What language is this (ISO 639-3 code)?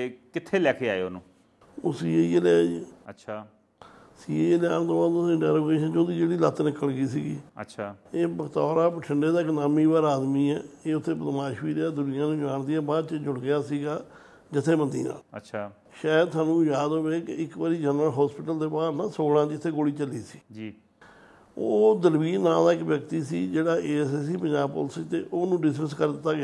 pan